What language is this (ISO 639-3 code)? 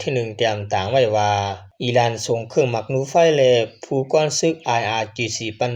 shn